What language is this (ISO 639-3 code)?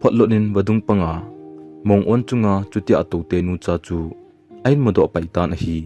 tcz